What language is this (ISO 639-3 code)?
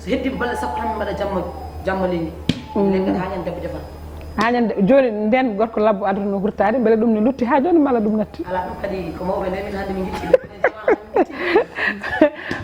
ful